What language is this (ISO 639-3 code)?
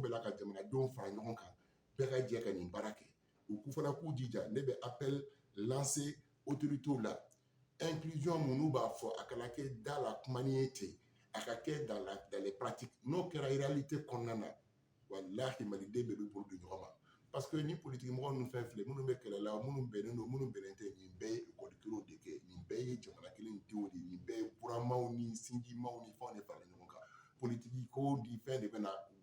bam